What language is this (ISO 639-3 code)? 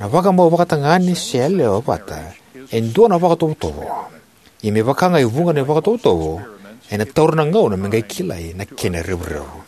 fij